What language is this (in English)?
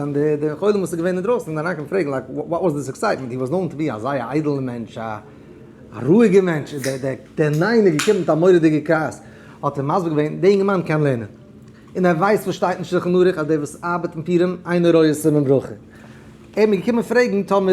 Yiddish